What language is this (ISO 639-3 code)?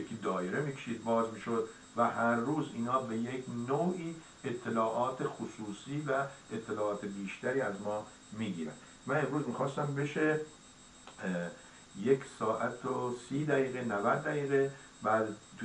fas